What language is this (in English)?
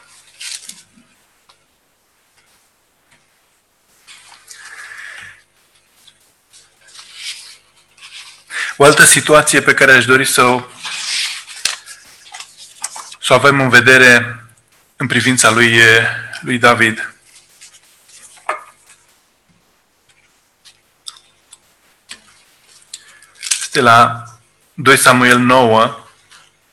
Romanian